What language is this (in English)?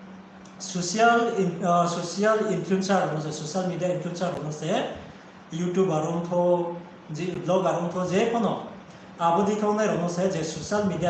Riang (India)